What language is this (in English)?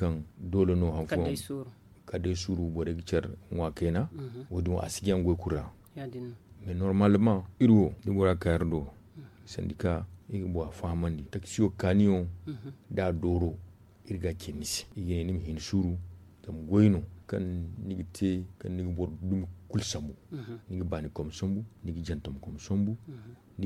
Zarma